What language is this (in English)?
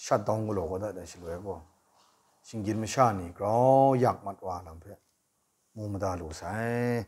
Kachin